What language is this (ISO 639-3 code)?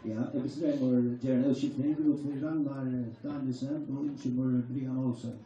fao